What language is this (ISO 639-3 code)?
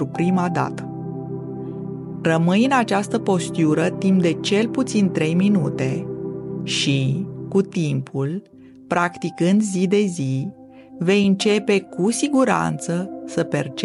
ron